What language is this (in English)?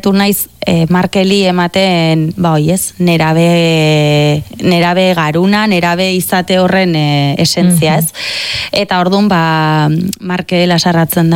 Basque